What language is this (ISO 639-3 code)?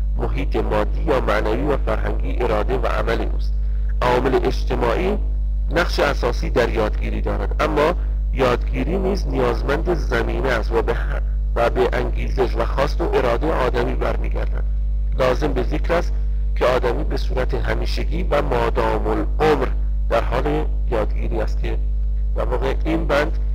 fas